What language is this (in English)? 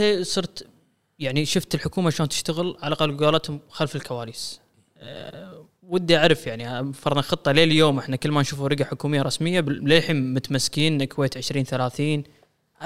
Gulf Arabic